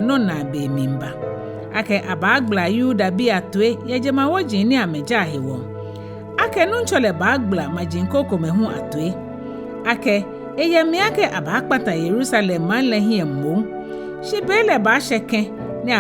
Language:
Ga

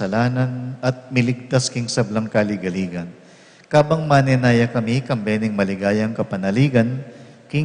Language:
Pampanga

